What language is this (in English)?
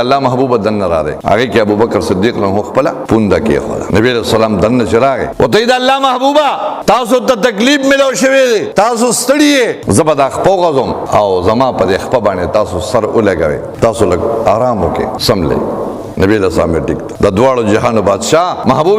Pashto